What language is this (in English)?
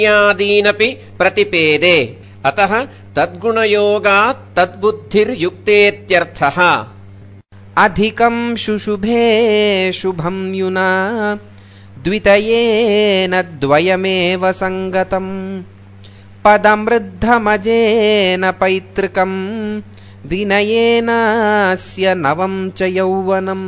Sanskrit